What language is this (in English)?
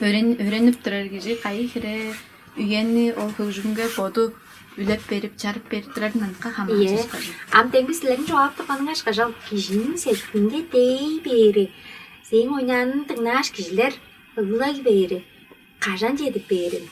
Tuvinian